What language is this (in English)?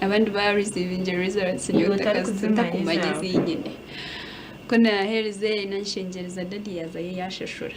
Nyankole